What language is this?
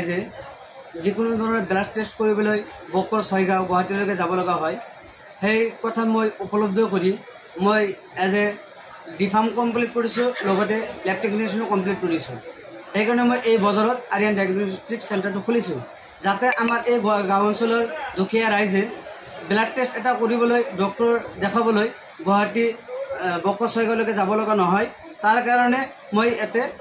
Assamese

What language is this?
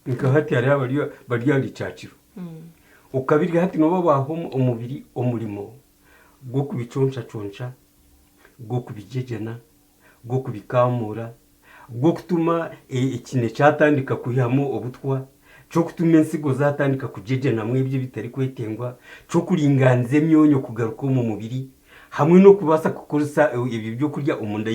Nyankole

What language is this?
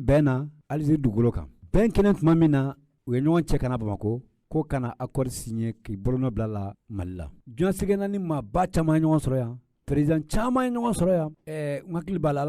Bambara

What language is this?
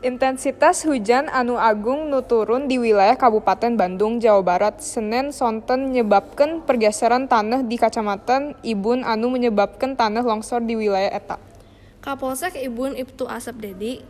Sundanese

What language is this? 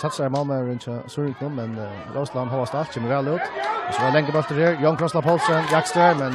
Faroese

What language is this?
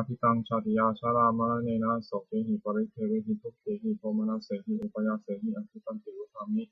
Pali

